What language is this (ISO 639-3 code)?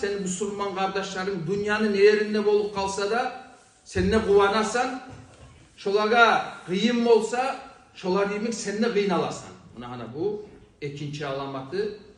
kum